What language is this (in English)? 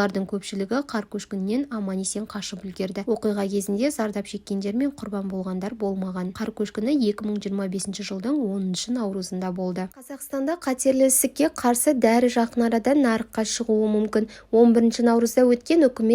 Kazakh